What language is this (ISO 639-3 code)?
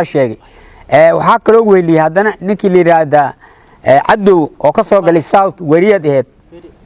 som